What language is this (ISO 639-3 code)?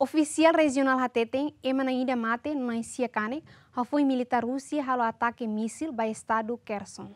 tet